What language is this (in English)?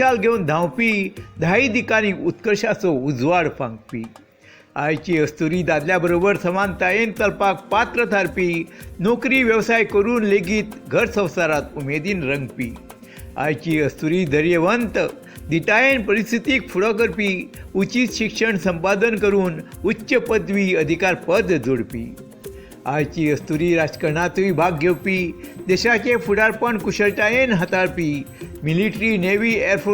Konkani